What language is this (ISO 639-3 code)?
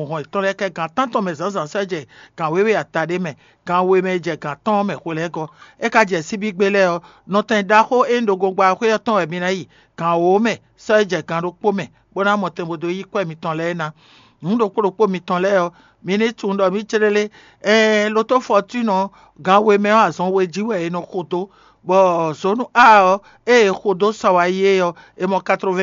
fon